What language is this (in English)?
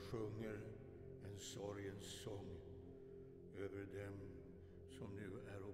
Swedish